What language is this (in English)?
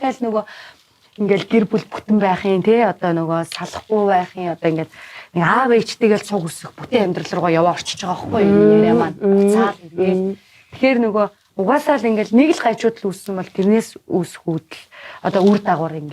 Mongolian